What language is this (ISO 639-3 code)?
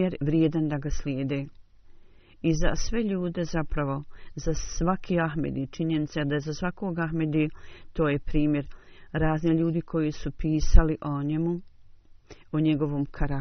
bos